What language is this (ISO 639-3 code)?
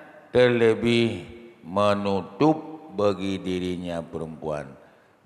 ace